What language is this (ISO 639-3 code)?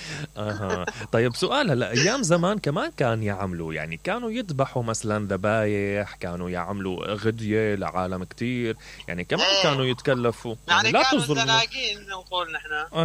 acm